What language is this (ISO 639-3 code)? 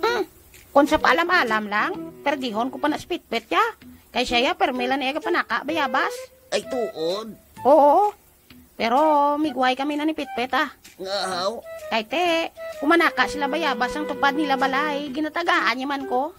hil